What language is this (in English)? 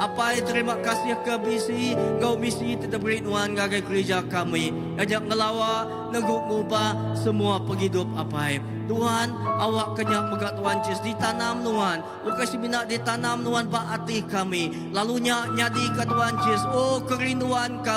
Iban